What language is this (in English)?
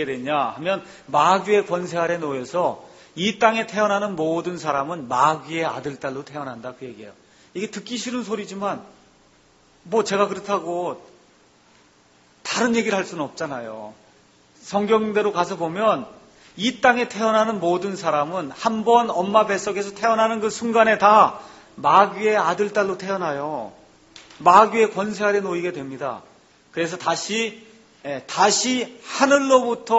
Korean